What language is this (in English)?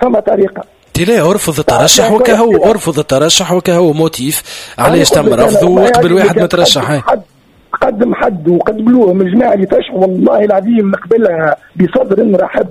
Tunisian Arabic